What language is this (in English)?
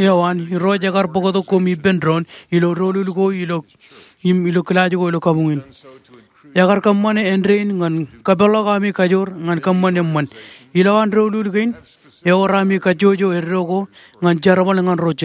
Marshallese